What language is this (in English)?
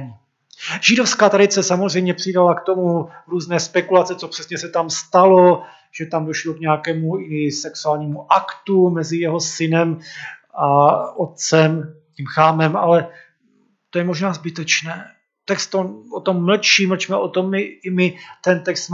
Czech